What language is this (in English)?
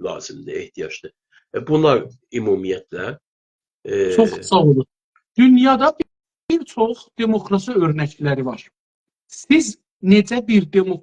South Azerbaijani